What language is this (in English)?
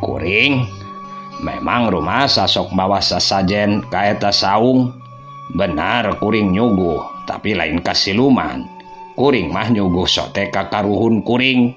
Sundanese